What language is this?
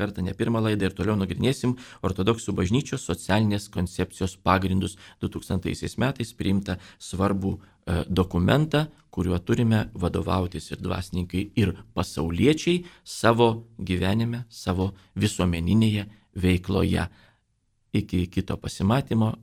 Lithuanian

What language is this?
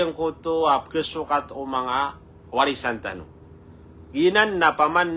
Maranao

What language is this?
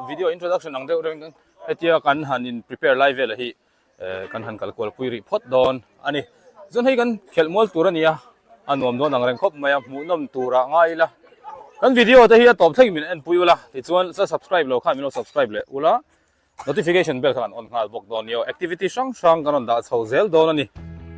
Mizo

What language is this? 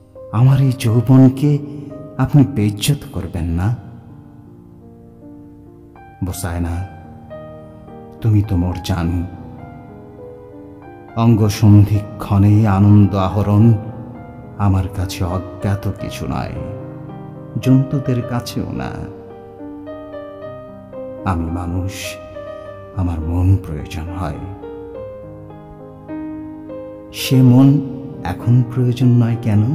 Bangla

